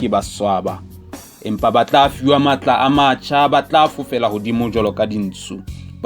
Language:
Southern Sotho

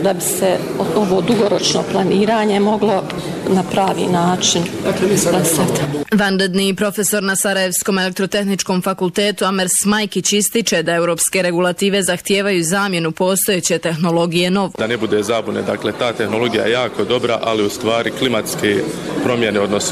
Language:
Bosnian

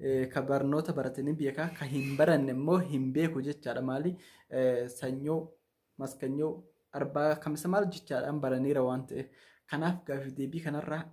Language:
Oromo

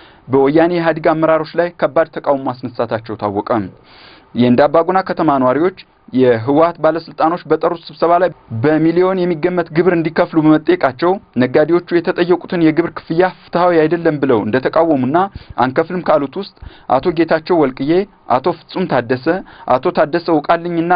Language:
Amharic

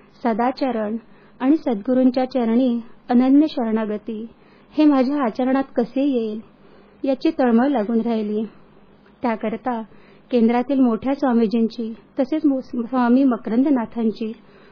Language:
Marathi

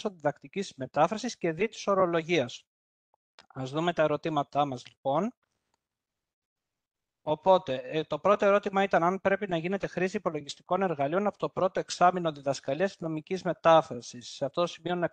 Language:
Greek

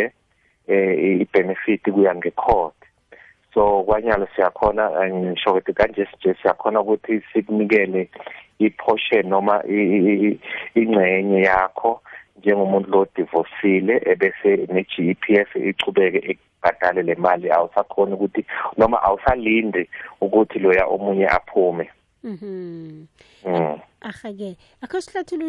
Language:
South Ndebele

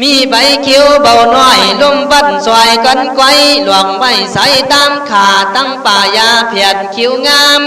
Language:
Khün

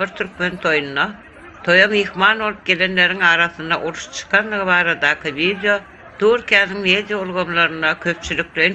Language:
Turkmen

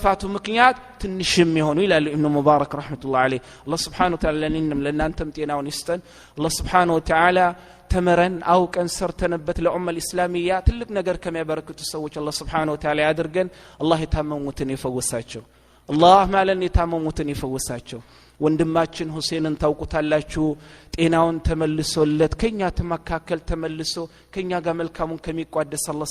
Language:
Amharic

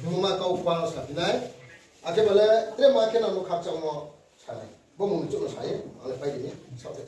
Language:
Riang (India)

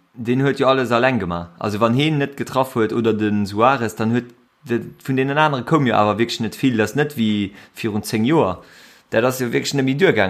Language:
Luxembourgish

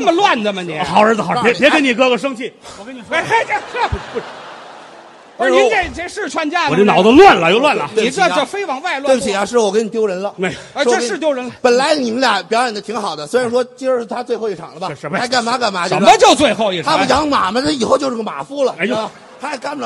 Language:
Chinese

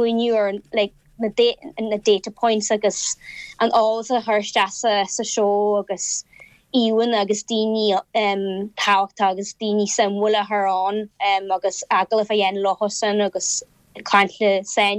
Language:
Irish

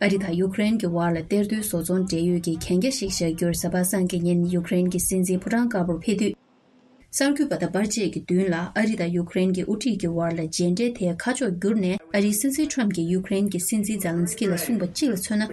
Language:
Tibetan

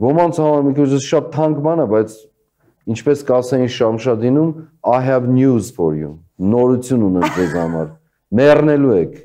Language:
Armenian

